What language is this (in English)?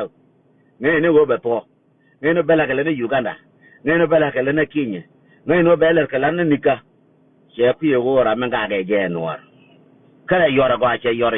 Nuer